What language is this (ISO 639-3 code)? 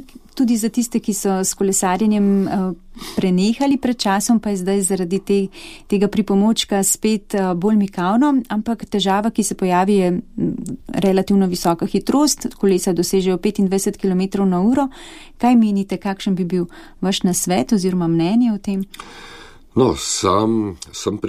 slv